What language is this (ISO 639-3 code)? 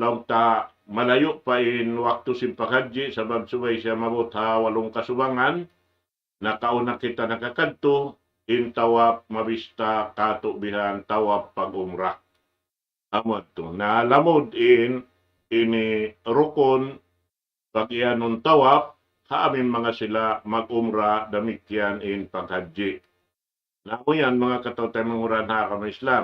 tsg